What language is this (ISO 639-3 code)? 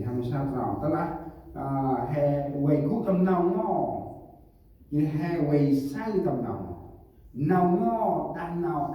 cmo